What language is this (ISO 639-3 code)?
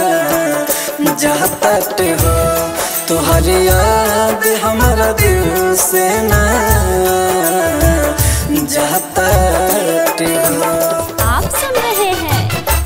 bho